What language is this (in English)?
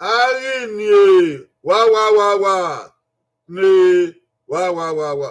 Bini